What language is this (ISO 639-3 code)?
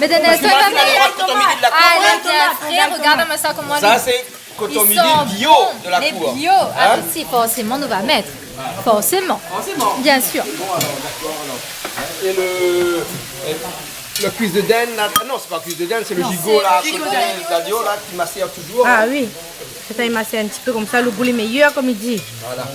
rcf